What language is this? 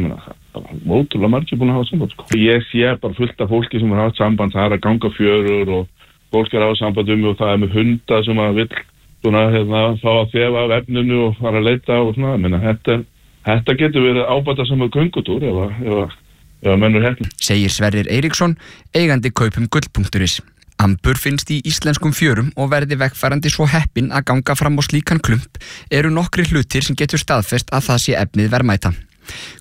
Icelandic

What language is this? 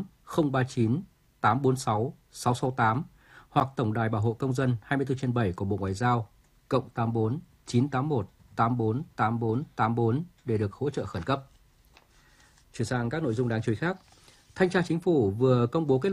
Vietnamese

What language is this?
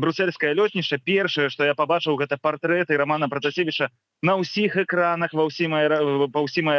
Belarusian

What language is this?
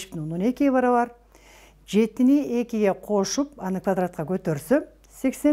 Kyrgyz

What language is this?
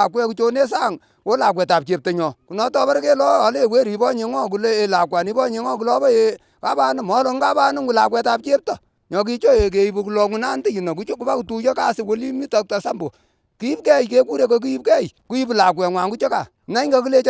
Kalenjin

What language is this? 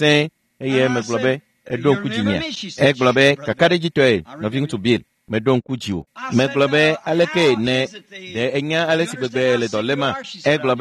Ewe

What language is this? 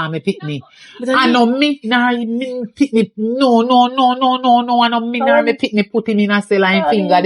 Jamaican Creole English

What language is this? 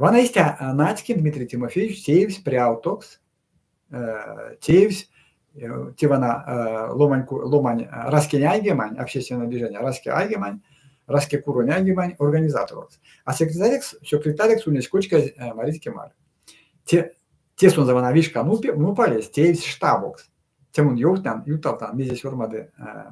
Erzya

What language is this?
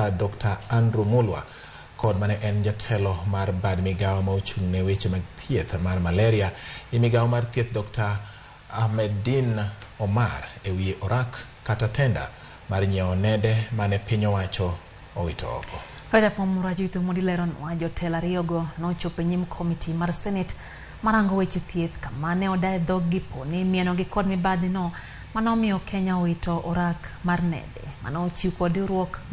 Luo (Kenya and Tanzania)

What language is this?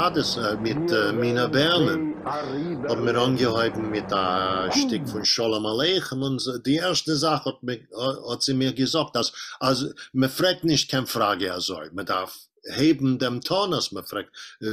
Yiddish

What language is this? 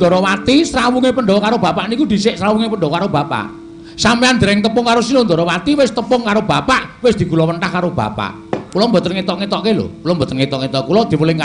Javanese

